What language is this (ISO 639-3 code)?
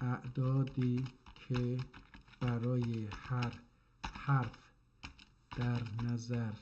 azb